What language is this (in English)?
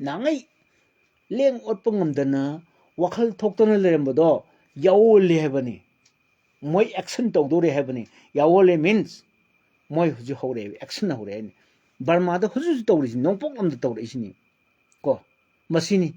Manipuri